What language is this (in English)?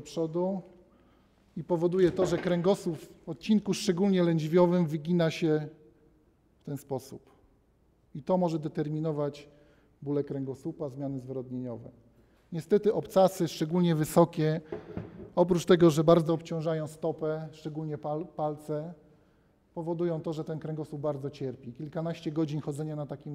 Polish